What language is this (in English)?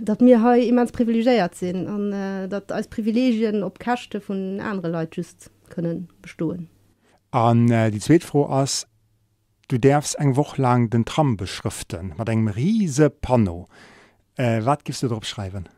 Luxembourgish